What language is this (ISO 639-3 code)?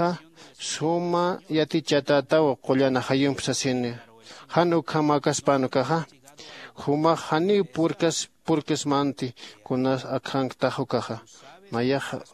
aym